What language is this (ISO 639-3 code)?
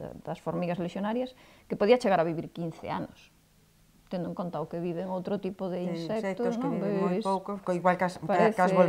glg